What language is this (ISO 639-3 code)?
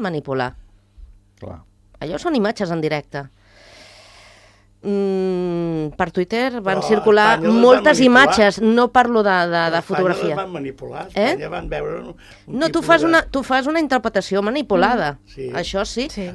cat